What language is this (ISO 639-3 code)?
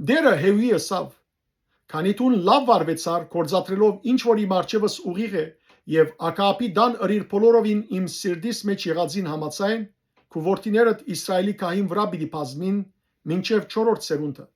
hyw